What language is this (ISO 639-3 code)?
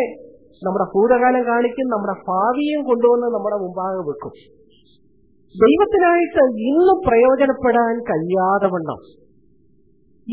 mal